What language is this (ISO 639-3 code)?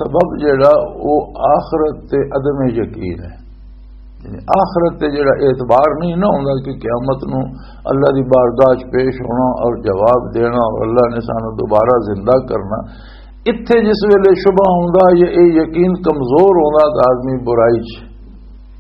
lah